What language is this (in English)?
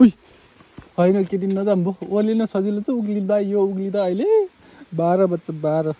Nepali